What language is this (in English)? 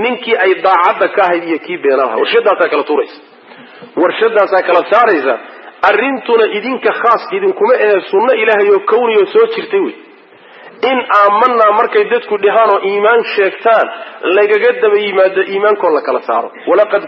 Somali